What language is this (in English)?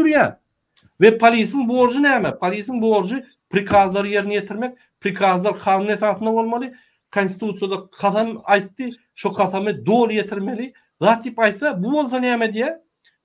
Turkmen